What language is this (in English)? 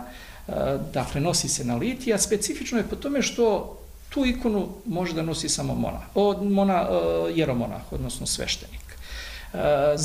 Serbian